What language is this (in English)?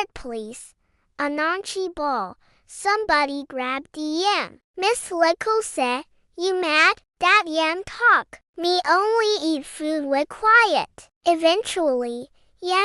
Jamaican Creole English